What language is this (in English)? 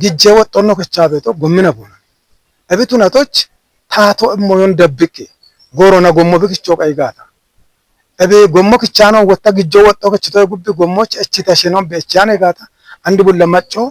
Kafa